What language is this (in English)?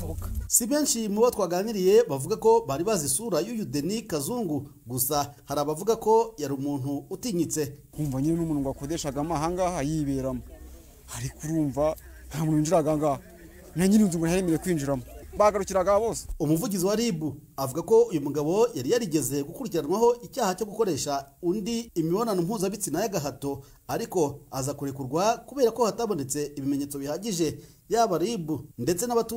Kinyarwanda